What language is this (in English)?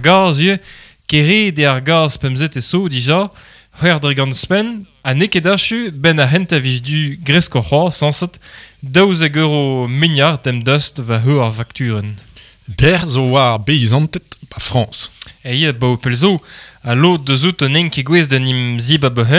Breton